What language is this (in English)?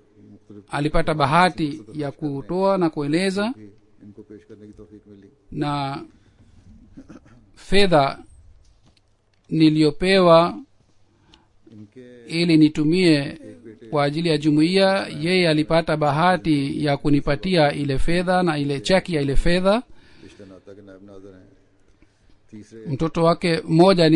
Swahili